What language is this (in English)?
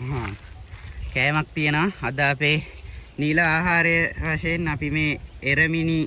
Sinhala